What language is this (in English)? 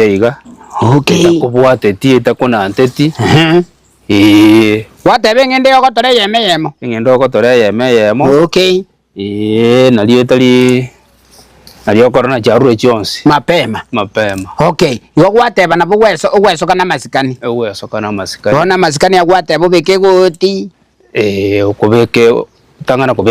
Gusii